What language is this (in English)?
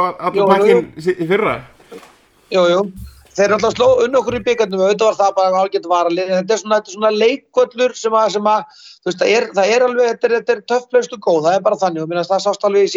Icelandic